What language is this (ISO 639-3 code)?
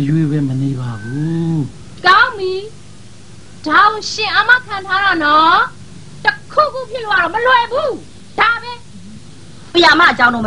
mya